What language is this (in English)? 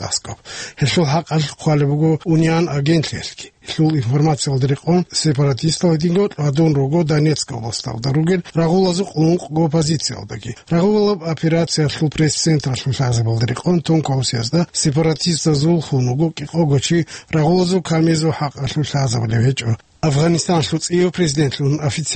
Avaric